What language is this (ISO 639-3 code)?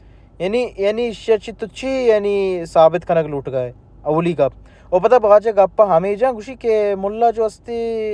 bal